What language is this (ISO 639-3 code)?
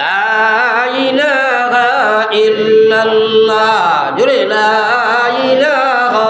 syl